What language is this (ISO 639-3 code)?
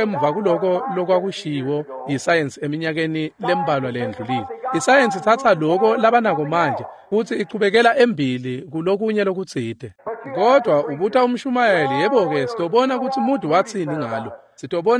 ssw